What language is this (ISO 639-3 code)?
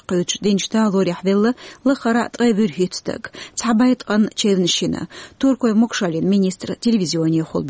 che